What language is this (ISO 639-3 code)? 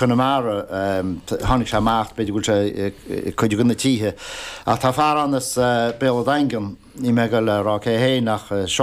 gle